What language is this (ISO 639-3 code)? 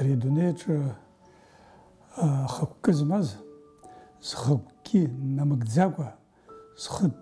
abk